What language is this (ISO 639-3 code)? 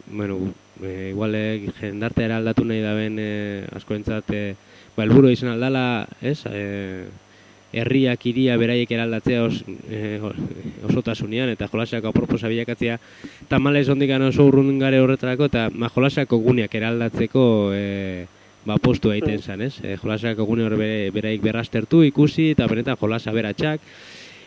eus